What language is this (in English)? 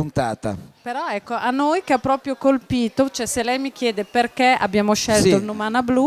Italian